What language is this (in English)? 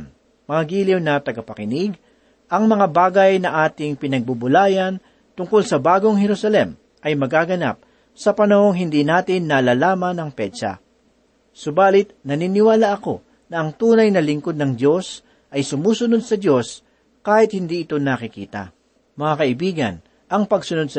Filipino